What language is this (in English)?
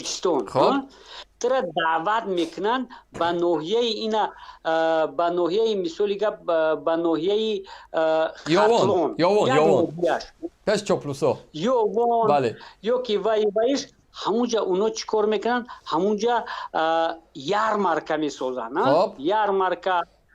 Tajik